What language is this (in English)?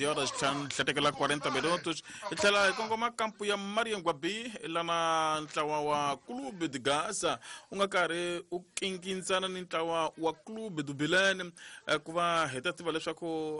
Tsonga